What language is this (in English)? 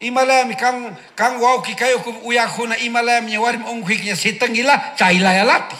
Chimborazo Highland Quichua